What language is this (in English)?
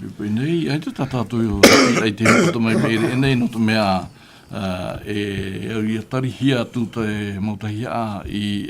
Tahitian